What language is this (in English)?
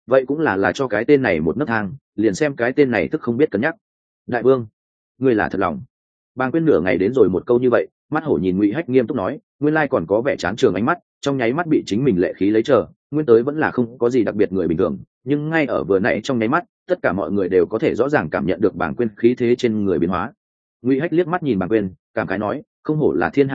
Vietnamese